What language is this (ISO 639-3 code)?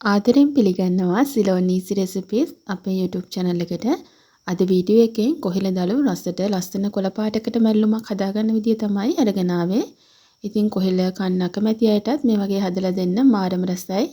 sin